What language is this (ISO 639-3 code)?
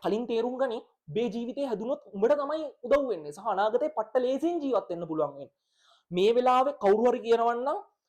sin